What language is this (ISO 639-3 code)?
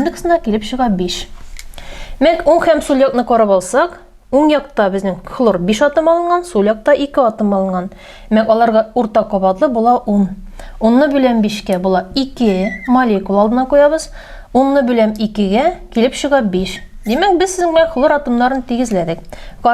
tat